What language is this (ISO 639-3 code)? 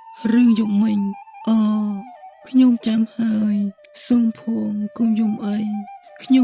khm